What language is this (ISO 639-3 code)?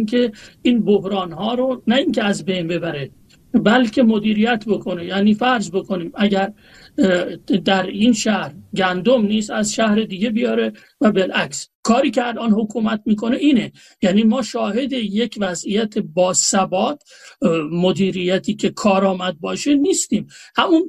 fas